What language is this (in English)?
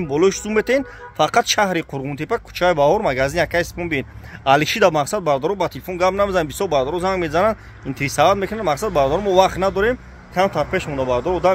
Tajik